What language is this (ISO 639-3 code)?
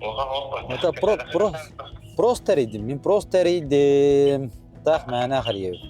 sah